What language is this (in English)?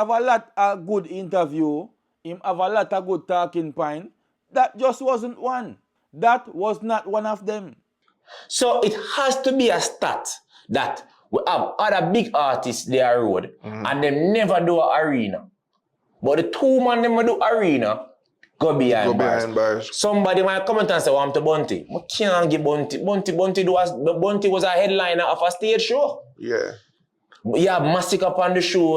Jamaican Creole English